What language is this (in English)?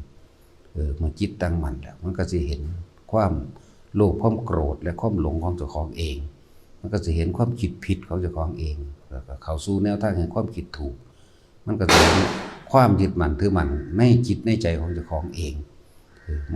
Northeastern Thai